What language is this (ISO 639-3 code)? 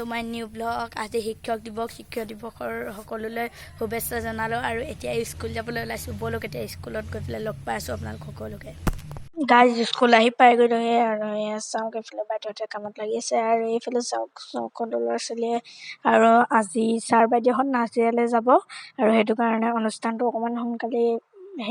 asm